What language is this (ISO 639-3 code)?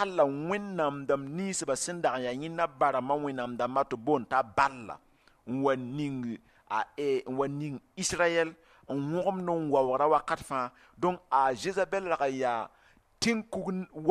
mos